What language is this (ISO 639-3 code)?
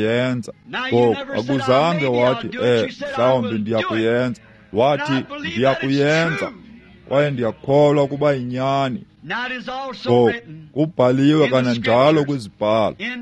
xho